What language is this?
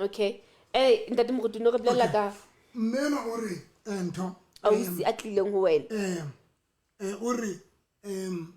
Southern Sotho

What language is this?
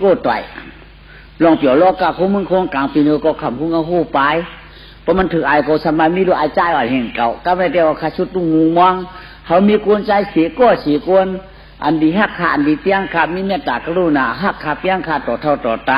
Shan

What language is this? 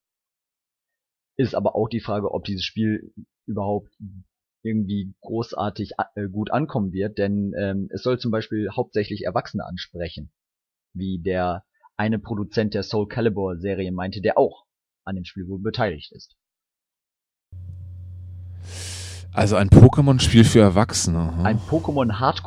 German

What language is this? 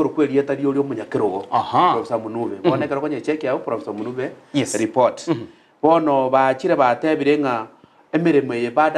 Gusii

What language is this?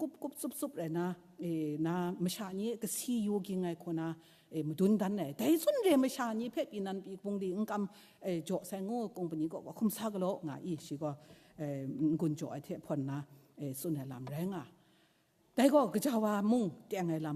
Kachin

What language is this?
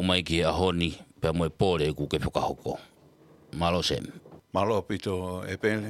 Tongan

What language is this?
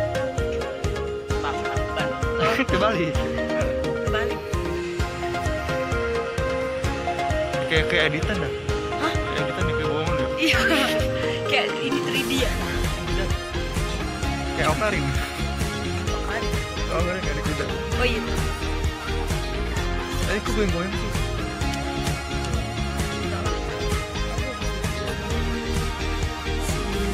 Indonesian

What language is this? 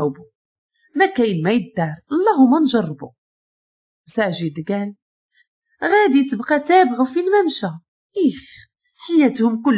Moroccan Arabic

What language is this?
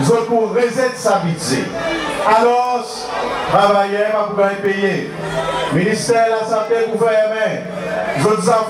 Seselwa Creole French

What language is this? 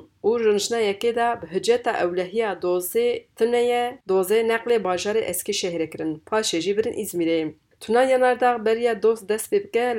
Kurdish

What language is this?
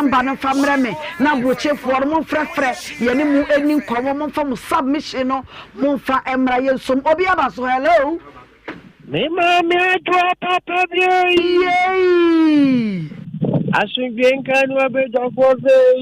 Akan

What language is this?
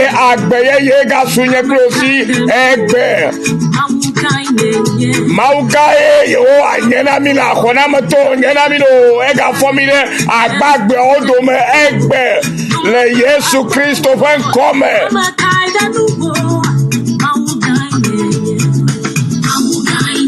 Ewe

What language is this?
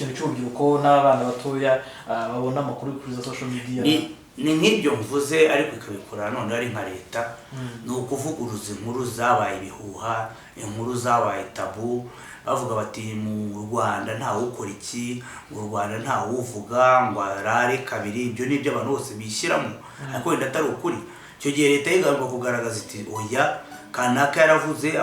Kinyarwanda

